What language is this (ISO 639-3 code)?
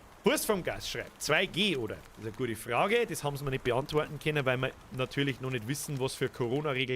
bar